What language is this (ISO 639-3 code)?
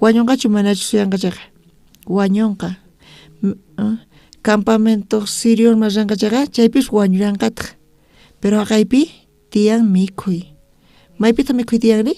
quh